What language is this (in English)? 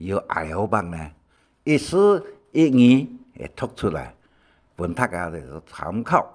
Hakka Chinese